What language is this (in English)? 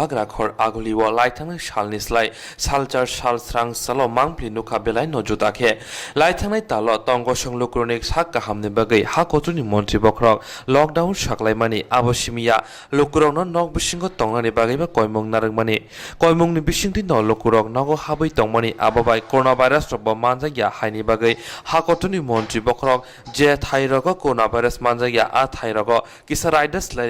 Kok Borok